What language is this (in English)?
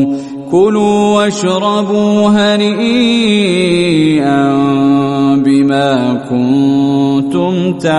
Arabic